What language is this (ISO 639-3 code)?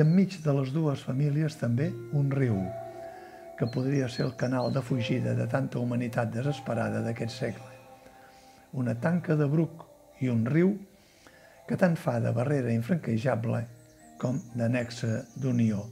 cat